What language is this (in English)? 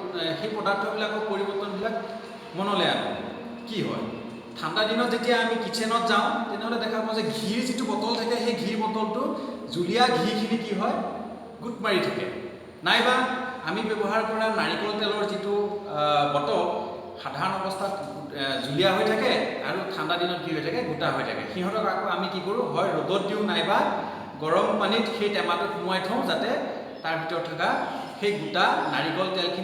Assamese